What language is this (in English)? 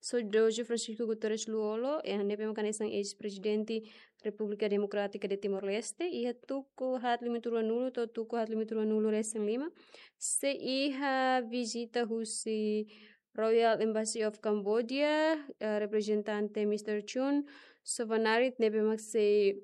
Tetum